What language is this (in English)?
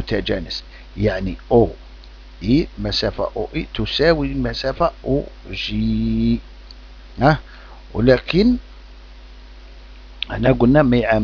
Algerian Arabic